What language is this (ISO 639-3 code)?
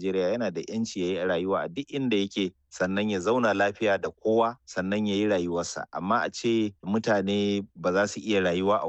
hau